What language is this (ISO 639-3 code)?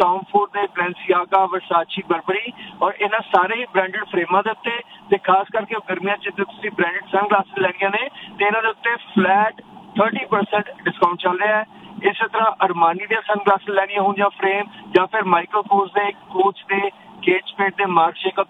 pan